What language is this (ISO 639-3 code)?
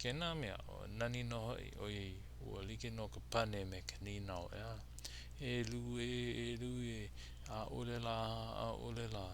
haw